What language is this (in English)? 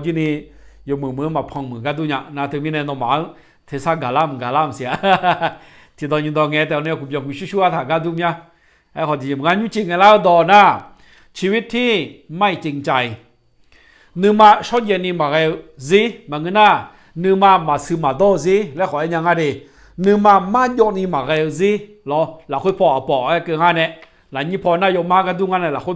Akha